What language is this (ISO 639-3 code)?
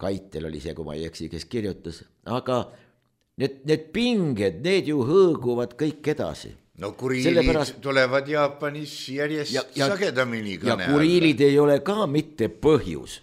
est